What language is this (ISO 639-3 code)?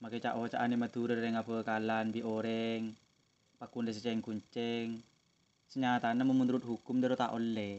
mad